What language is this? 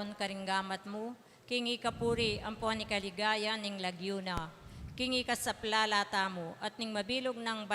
Pampanga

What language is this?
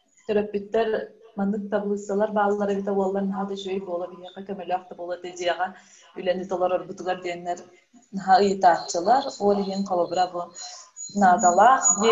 Yakut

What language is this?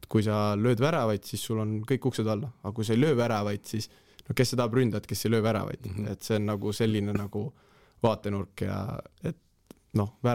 Estonian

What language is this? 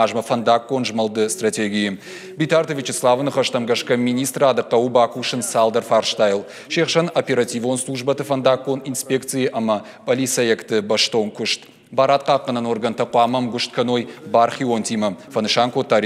Ossetic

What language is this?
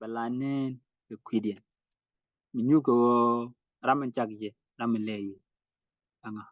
Nuer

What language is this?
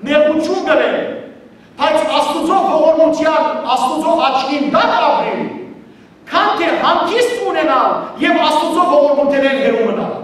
Western Armenian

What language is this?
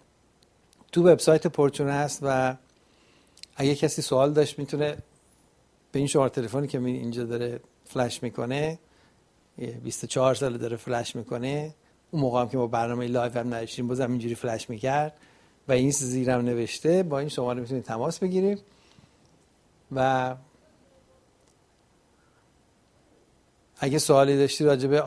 Persian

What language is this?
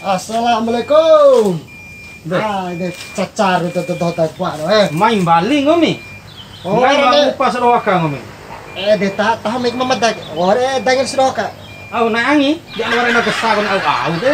Bima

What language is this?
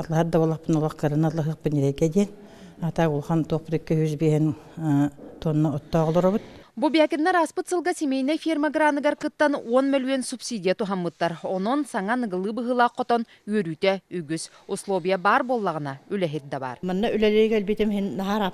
Yakut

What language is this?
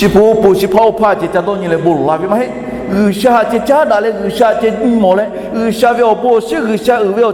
Lahu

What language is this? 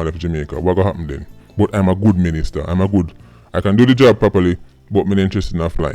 Jamaican Creole English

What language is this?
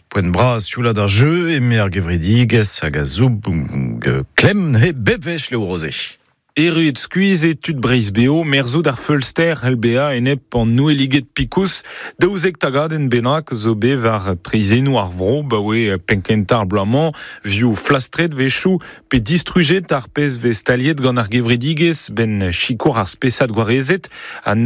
Breton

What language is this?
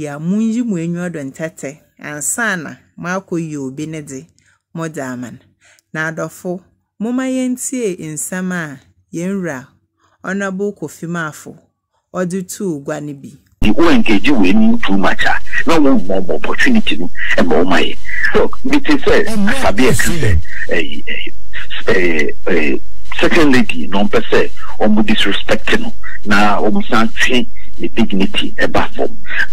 Akan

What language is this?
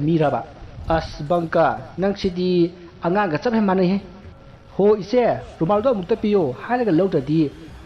Manipuri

